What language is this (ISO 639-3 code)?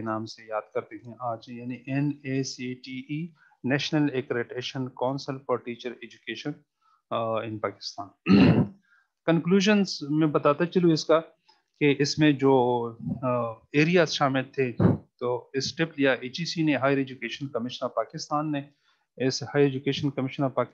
urd